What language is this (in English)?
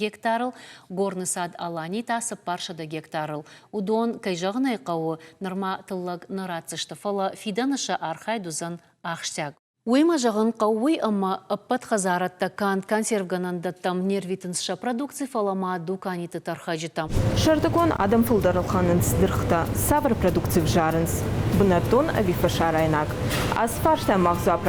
Ossetic